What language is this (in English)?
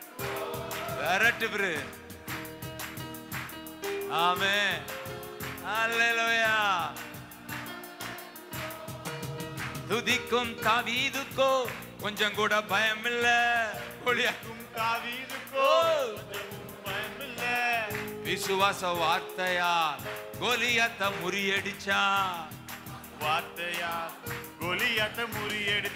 Tamil